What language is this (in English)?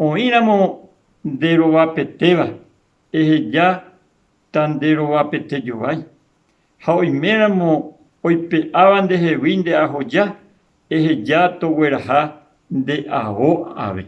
Guarani